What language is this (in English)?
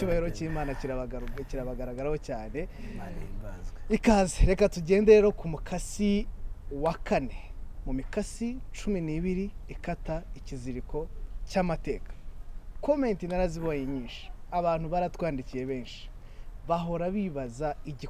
Kinyarwanda